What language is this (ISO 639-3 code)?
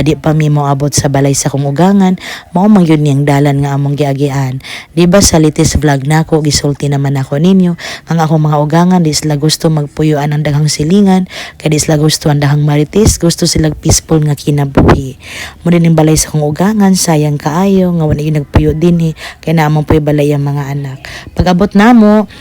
ceb